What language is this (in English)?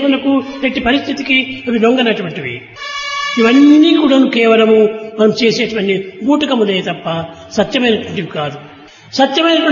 Telugu